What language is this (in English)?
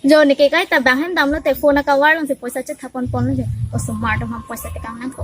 Karbi